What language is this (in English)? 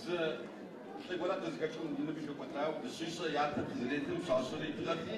Adyghe